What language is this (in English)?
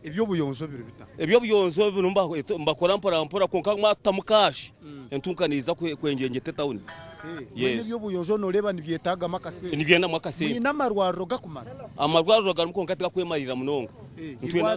Nyankole